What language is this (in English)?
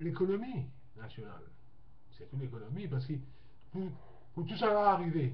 Morisyen